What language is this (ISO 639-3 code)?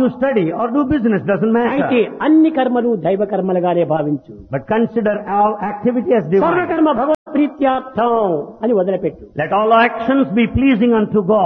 tel